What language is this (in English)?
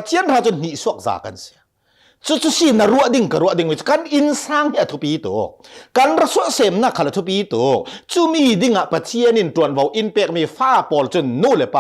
Hakha Chin